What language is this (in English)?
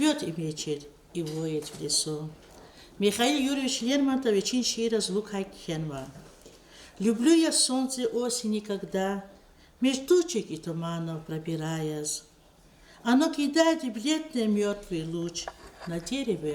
Lezghian